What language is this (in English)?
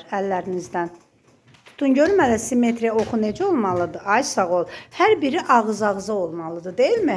Azerbaijani